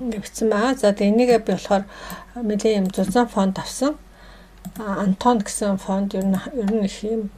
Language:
Mongolian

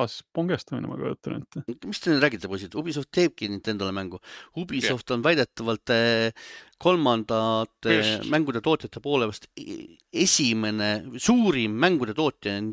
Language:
Estonian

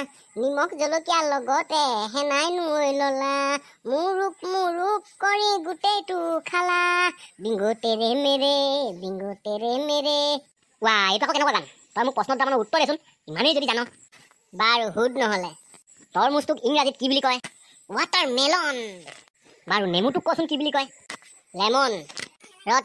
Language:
Assamese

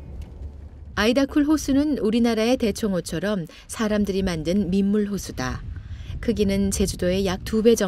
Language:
Korean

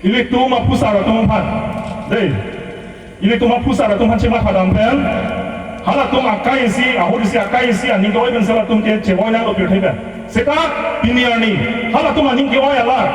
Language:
Karbi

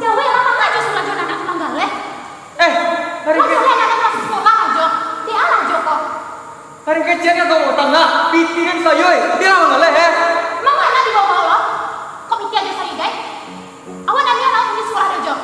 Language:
Minangkabau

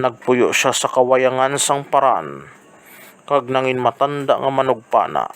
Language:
Hiligaynon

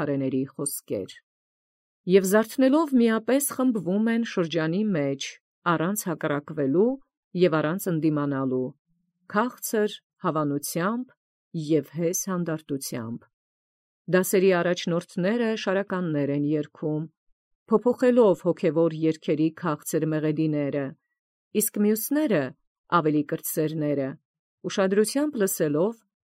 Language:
Armenian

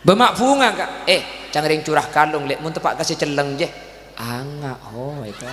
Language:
Madurese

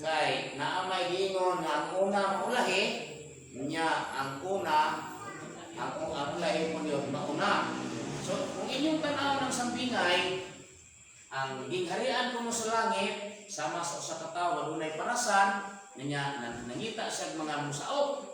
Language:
Cebuano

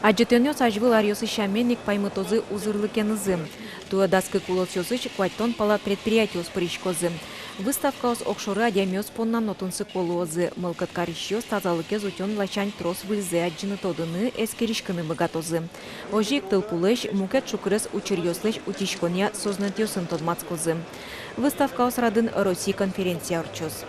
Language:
Udmurt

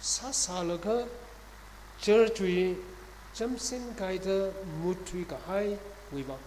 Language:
Tangkhul Naga (India)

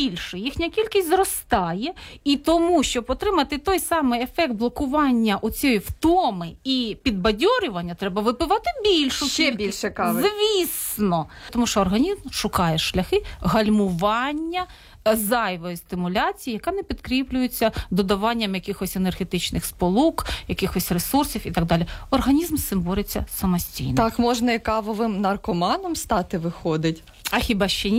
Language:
Ukrainian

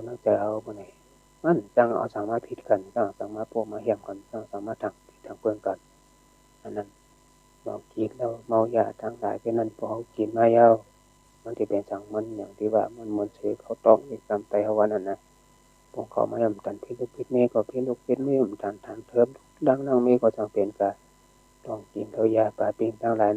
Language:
Shan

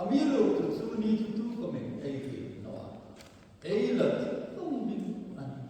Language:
Hmar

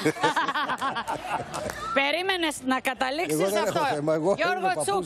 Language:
Greek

